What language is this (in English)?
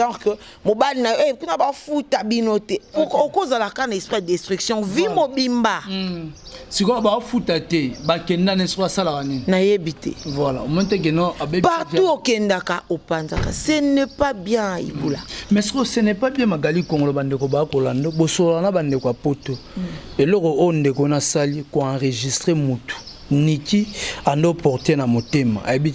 Lingala